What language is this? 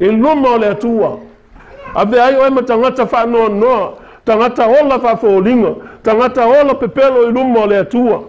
Samoan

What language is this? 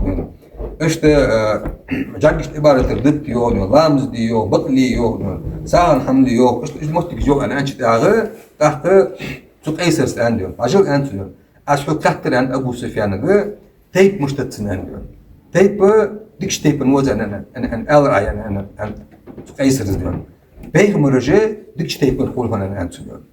Ingush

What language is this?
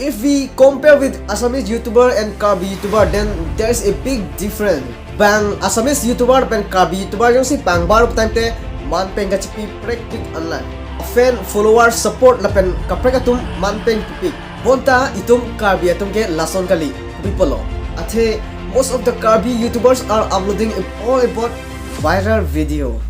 Karbi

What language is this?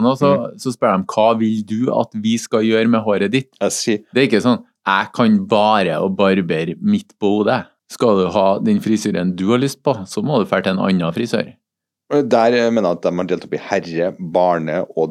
Norwegian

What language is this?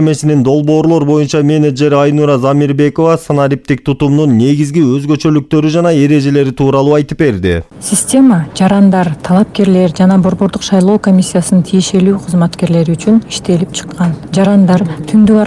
Kyrgyz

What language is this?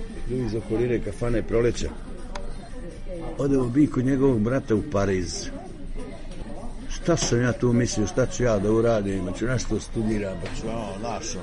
Serbian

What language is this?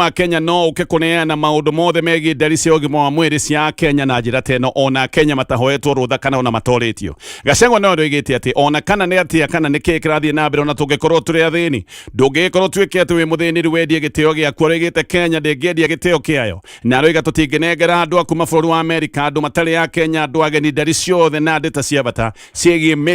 Kikuyu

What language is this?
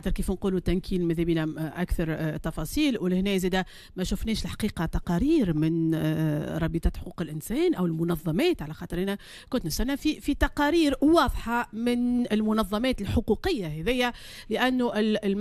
Tunisian Arabic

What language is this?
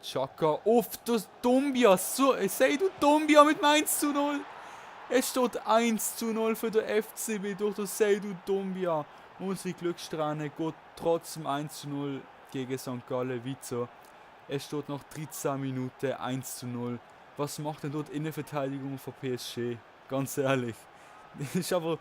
Swiss German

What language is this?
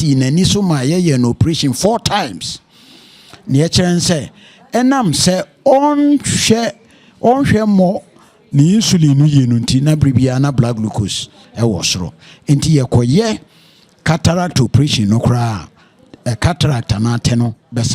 Akan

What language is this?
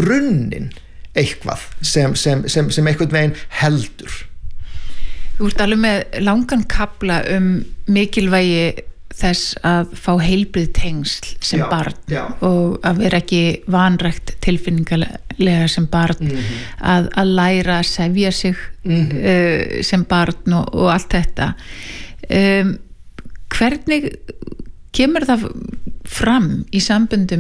Icelandic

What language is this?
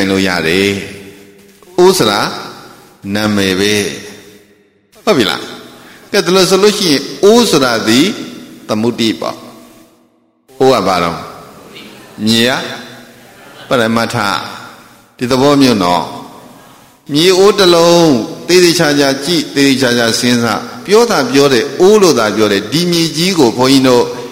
Burmese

